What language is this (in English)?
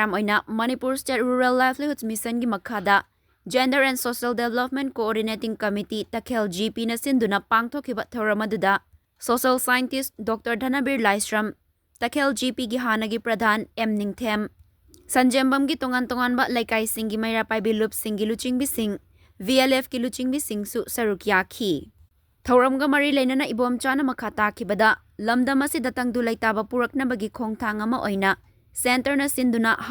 Manipuri